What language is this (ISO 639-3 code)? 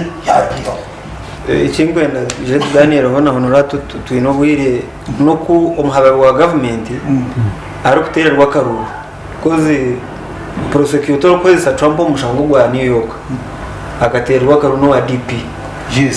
nyn